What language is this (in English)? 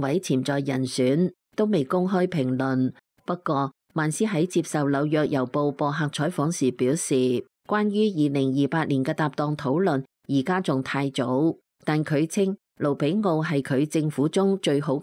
Cantonese